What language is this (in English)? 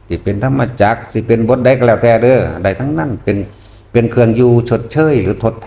Northeastern Thai